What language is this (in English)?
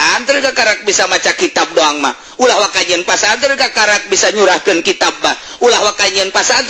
Sundanese